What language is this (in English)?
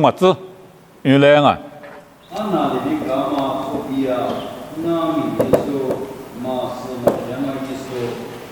Lisu